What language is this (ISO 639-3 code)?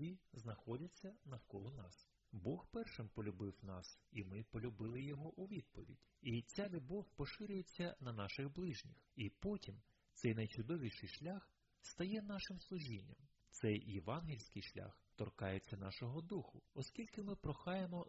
ukr